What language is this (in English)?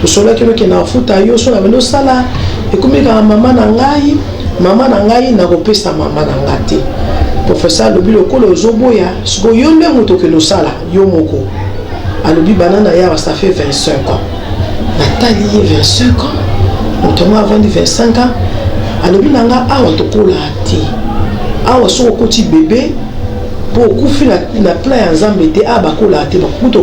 Lingala